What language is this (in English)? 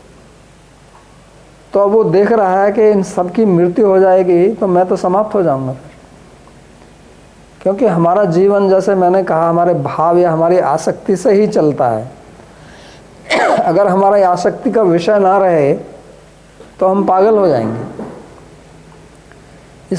Hindi